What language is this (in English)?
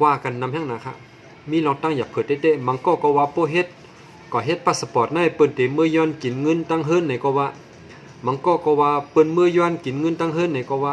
Shan